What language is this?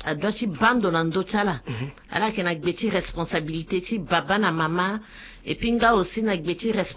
Sango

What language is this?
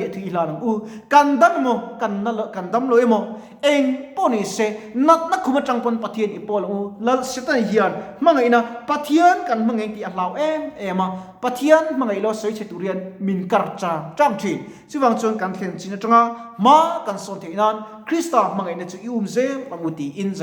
Mizo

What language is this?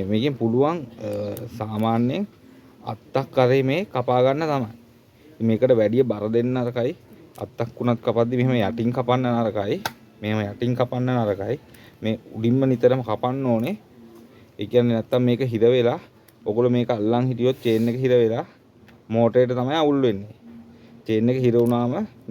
Sinhala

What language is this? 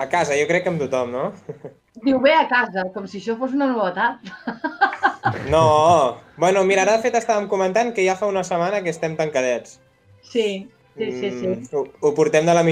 Catalan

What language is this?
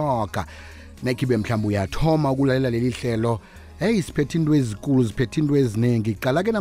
South Ndebele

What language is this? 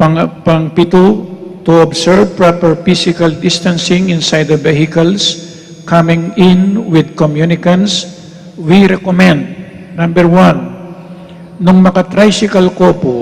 Pampanga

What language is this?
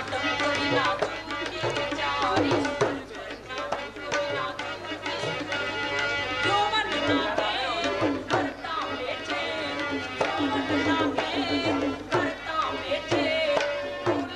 Gujarati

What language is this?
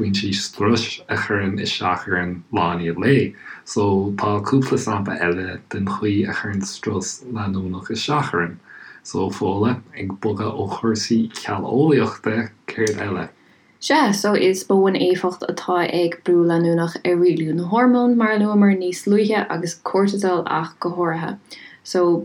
Irish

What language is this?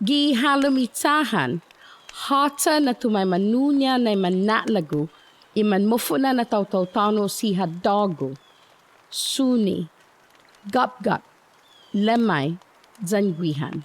Chamorro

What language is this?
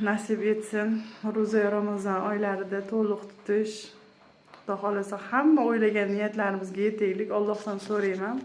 Uzbek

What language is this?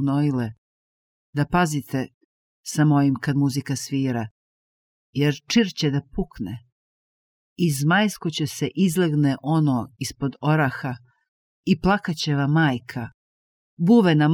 Serbian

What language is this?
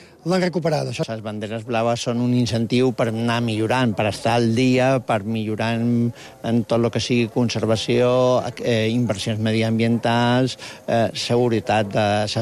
Catalan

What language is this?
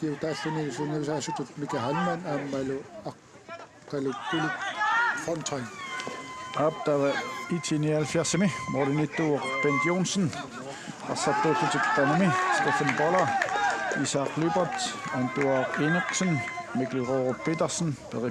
Kalaallisut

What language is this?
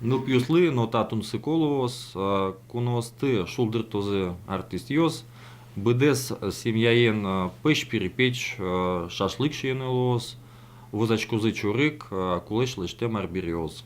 Udmurt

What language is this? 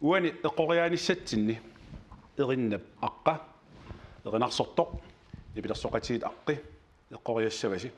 Kalaallisut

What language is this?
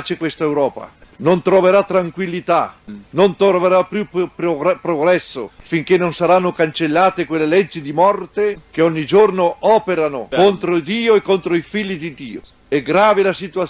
Italian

